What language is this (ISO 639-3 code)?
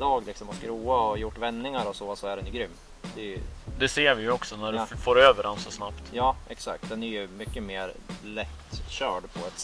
swe